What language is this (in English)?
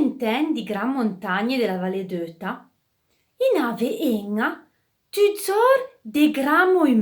Arpitan